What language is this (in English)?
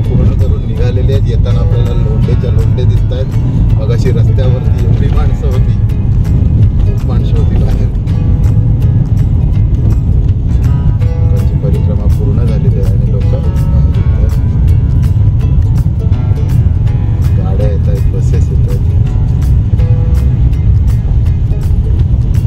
Marathi